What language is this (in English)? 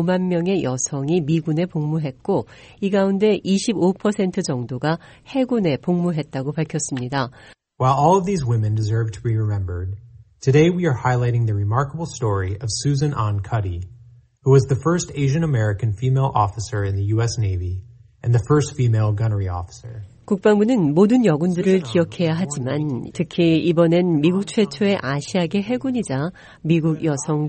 Korean